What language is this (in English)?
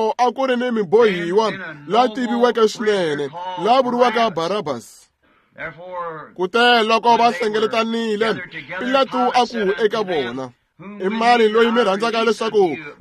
Tsonga